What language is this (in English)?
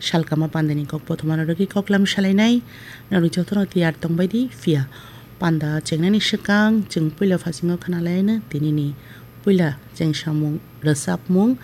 Kok Borok